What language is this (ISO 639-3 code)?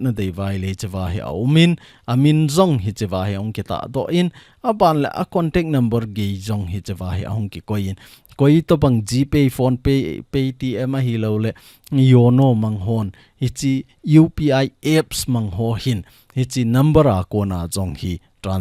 tcz